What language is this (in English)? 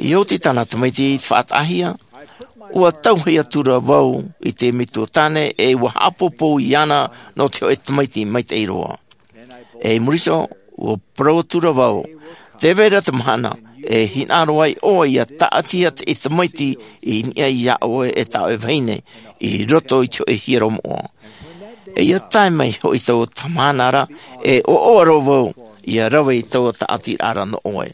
Tahitian